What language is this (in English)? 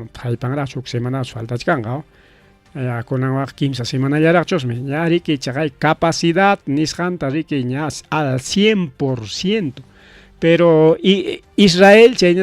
Ayacucho Quechua